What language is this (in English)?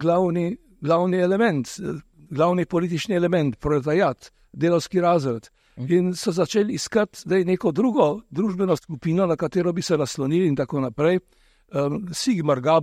Slovenian